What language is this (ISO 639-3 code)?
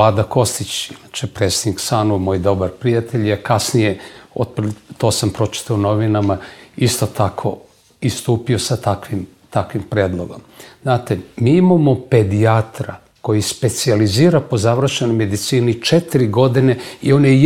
srp